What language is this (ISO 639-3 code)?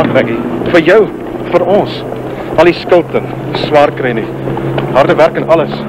afr